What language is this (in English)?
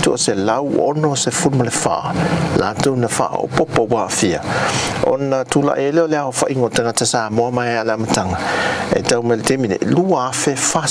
Samoan